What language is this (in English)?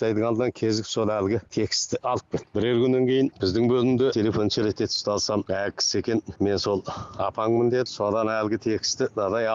Kazakh